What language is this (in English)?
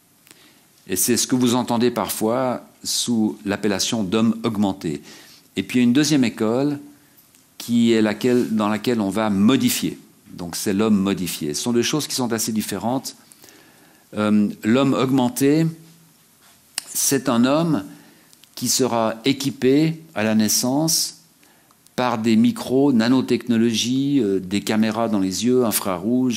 French